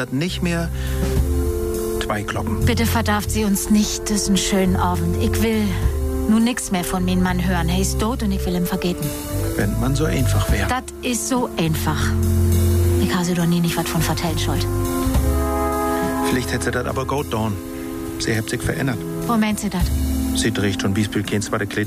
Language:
German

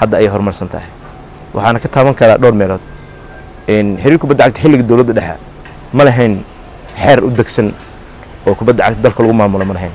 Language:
Somali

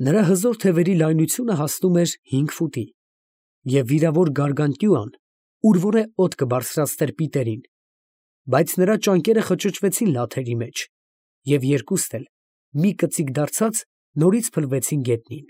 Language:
Armenian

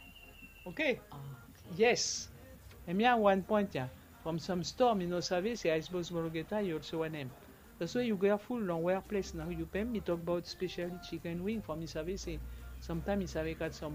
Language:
Bislama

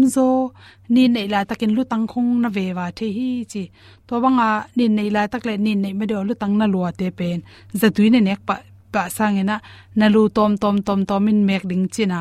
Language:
Tedim Chin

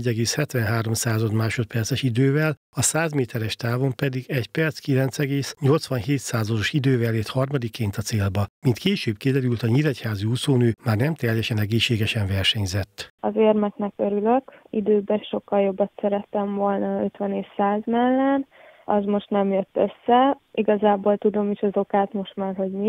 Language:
Hungarian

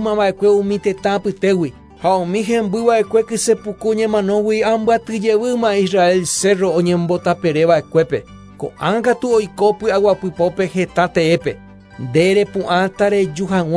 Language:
Guarani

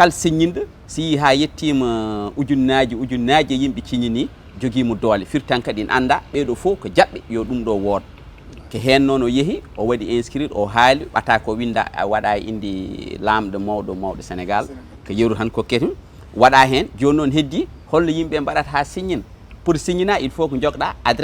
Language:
Fula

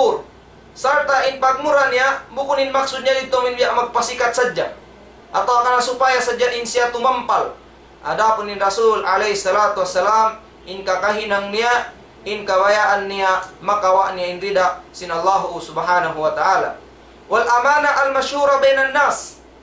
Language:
Tausug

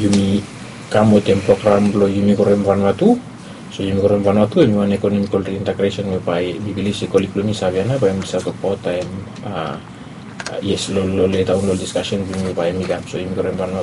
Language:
Bislama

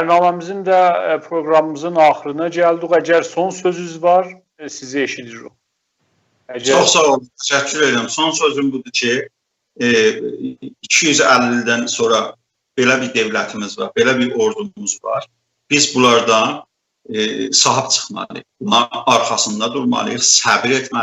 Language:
South Azerbaijani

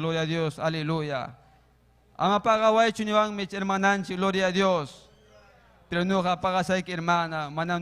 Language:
Ayacucho Quechua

